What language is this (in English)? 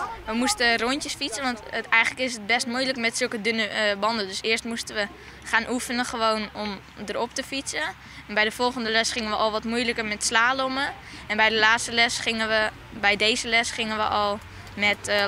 Western Frisian